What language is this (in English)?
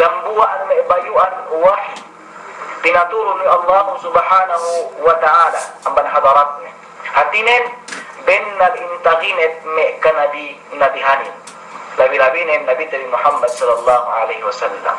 Yakan